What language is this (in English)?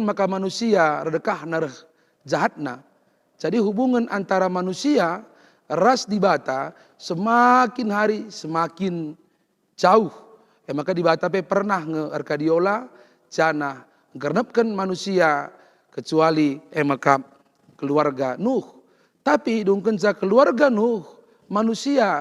Batak Karo